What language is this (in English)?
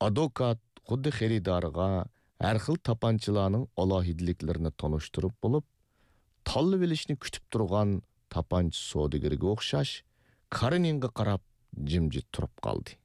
Uyghur